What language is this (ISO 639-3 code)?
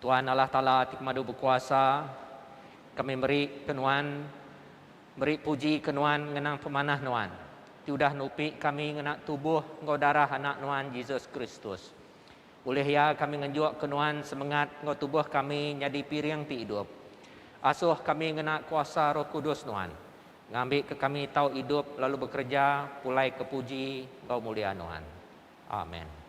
iba